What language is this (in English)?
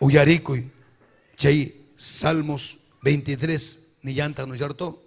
Ayacucho Quechua